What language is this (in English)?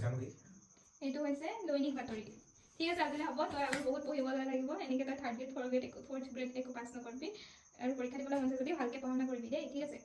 Assamese